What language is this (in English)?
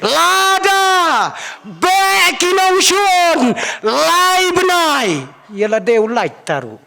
Khasi